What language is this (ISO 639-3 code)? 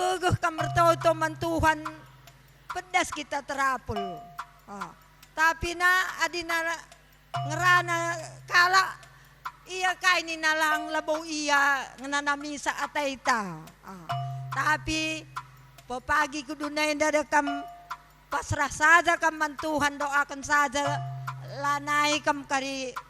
btx